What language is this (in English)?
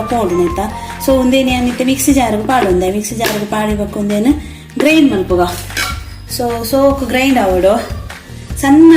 Tulu